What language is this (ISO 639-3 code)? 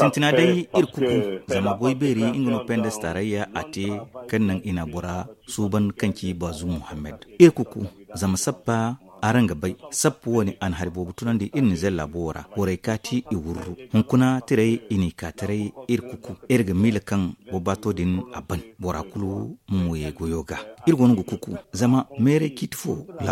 dje